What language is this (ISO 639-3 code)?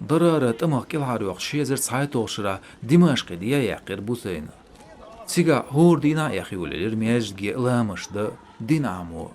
che